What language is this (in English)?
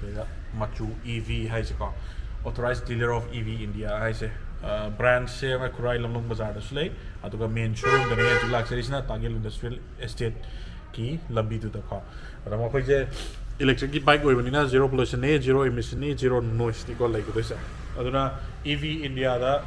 Manipuri